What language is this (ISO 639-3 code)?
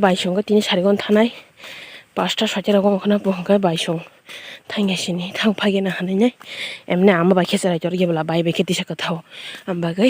trp